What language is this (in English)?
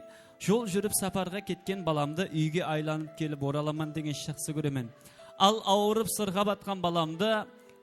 Kara-Kalpak